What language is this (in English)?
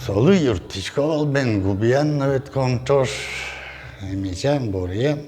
Udmurt